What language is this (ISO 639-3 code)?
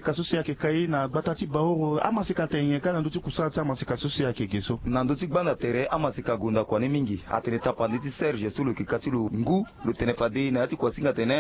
sag